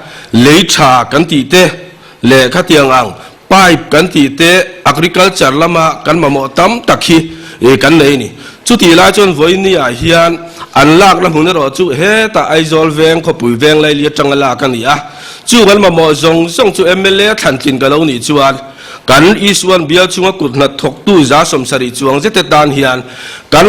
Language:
Mizo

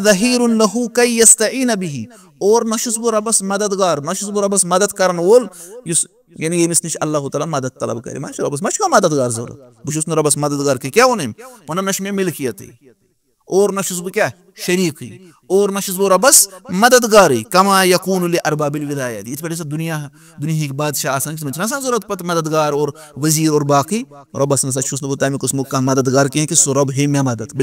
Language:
Kashmiri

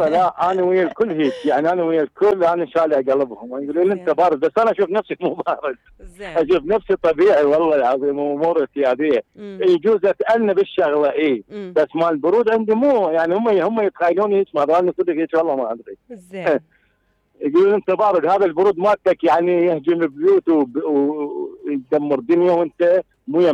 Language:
Mesopotamian Arabic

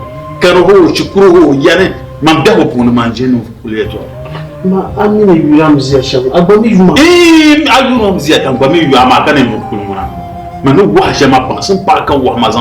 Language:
Dagbani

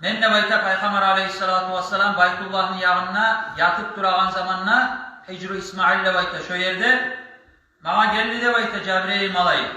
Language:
Kumyk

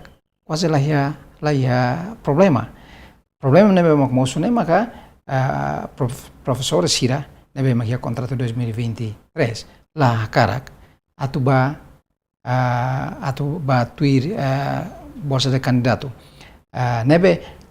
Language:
Tetum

